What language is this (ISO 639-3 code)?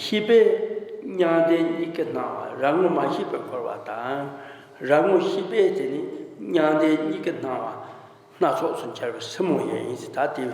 bod